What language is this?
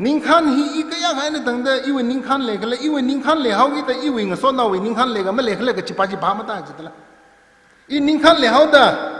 Tangkhul Naga (India)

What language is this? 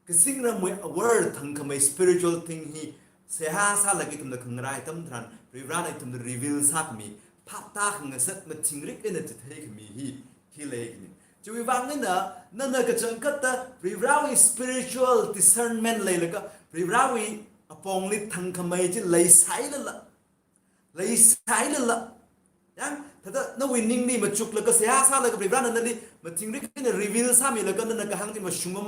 Tangkhul Naga (India)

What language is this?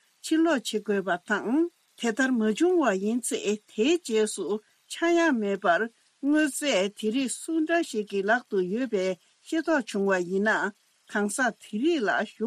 Tibetan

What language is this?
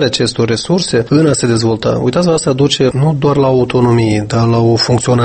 Romanian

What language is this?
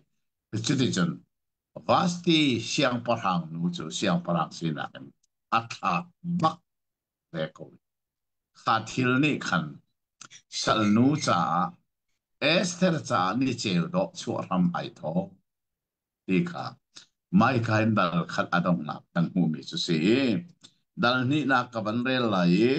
Hakha Chin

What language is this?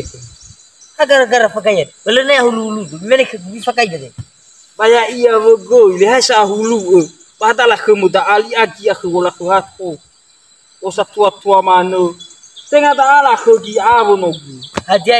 Nias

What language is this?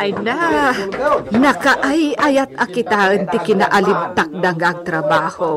Iloko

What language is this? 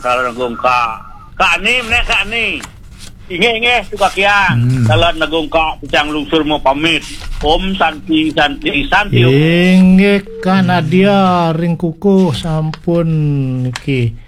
Balinese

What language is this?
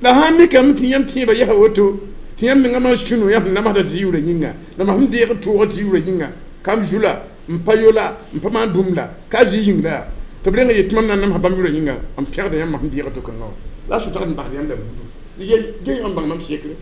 Mossi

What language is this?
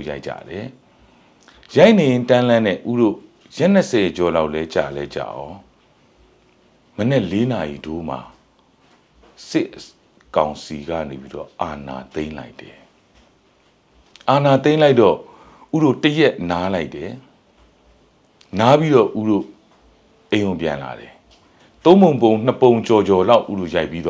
Burmese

